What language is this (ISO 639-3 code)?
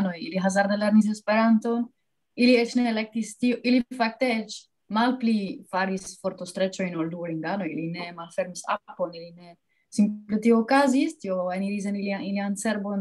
epo